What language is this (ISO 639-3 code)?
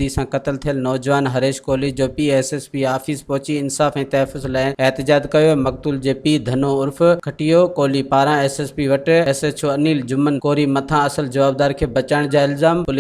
snd